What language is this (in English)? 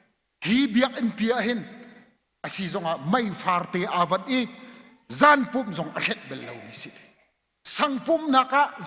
Hakha Chin